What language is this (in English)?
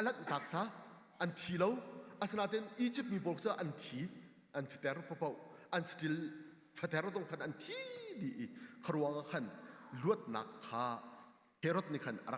Hakha Chin